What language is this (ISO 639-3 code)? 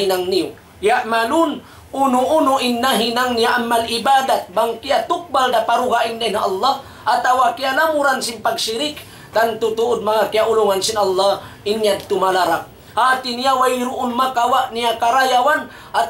tsg